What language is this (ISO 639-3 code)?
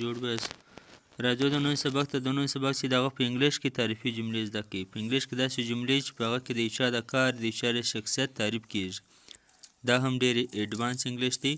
pus